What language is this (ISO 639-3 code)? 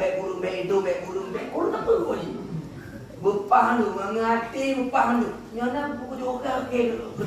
ace